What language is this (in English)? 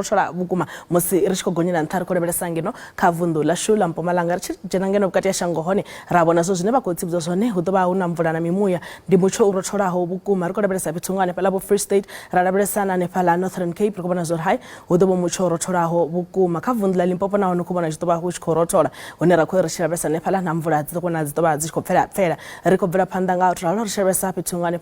Venda